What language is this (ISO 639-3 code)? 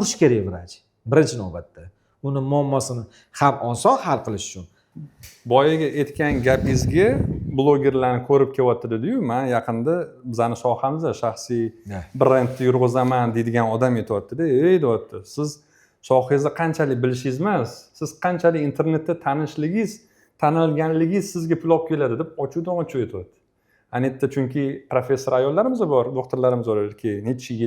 uzb